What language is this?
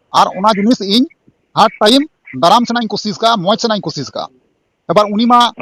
Santali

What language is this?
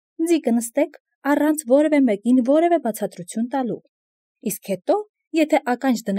Armenian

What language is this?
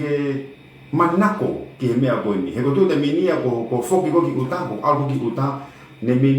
Tongan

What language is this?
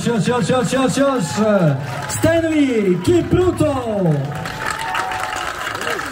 Bosnian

